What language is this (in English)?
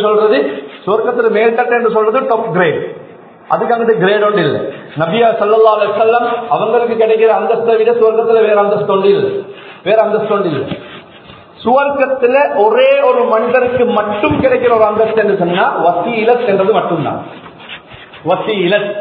Tamil